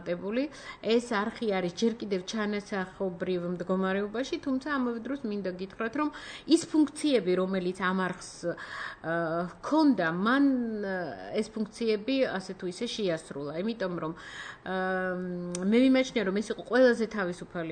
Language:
Georgian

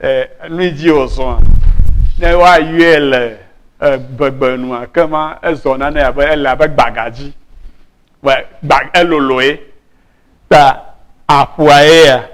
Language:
Ewe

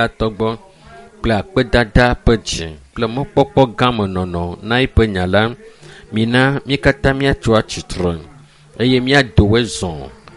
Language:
Ewe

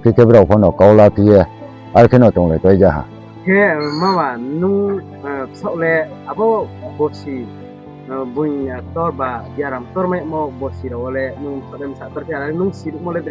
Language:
Riang (India)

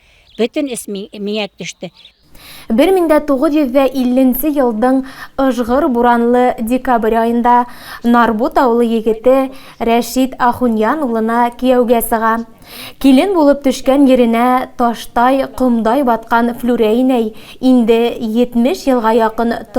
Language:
Bashkir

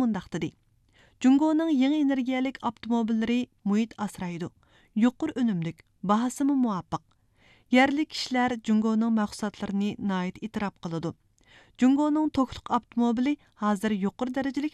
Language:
Uyghur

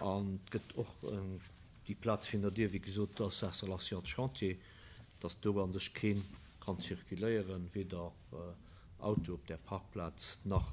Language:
Luxembourgish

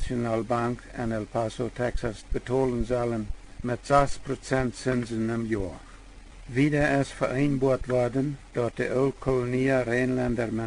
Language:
Plautdietsch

